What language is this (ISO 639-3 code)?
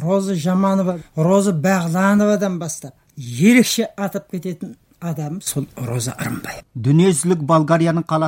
kaz